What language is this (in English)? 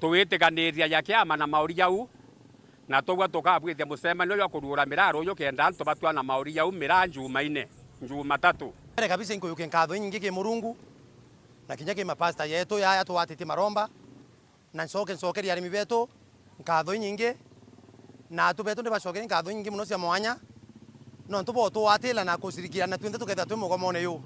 Meru